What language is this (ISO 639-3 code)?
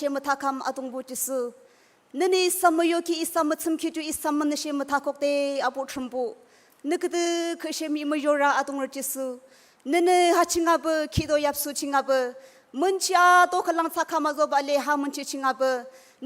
nag